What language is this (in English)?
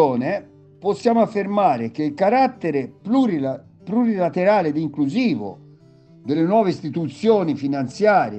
Italian